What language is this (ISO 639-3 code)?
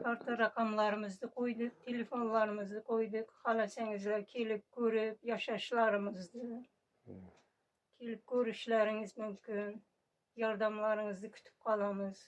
uzb